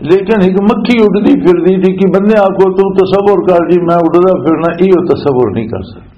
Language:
Western Panjabi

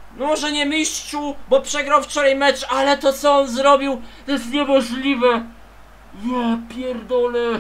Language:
Polish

